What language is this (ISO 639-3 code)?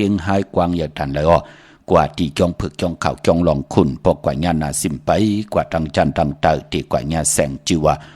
shn